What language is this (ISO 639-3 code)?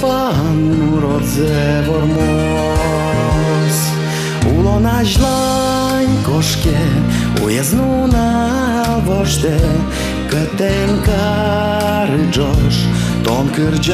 udm